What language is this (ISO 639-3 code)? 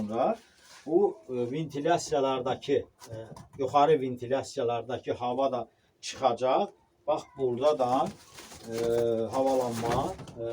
aze